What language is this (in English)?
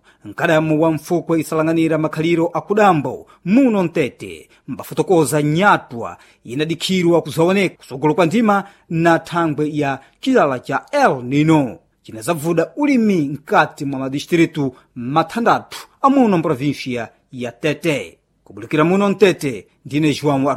Sena